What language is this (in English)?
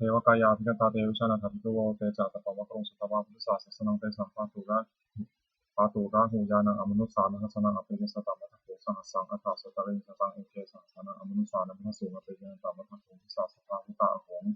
Pali